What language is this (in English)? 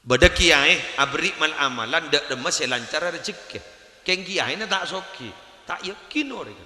Madurese